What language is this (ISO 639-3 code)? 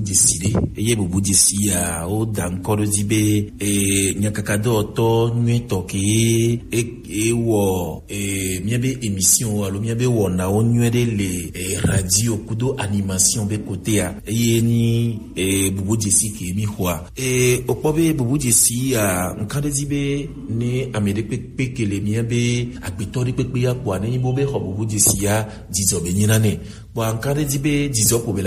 gej